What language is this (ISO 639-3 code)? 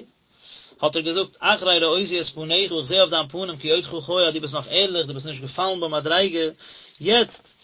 yid